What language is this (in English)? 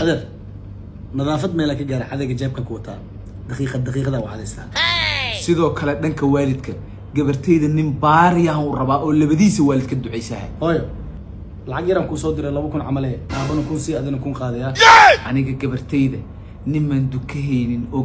Somali